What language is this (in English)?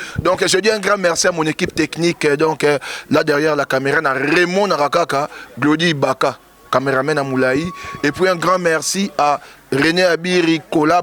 Lingala